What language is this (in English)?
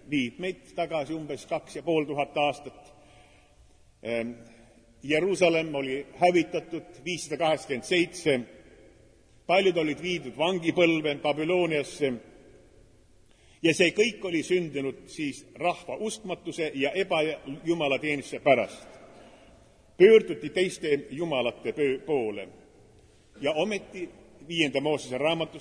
Estonian